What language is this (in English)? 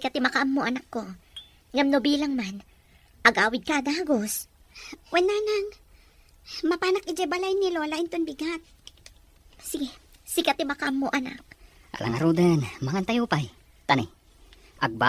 Iloko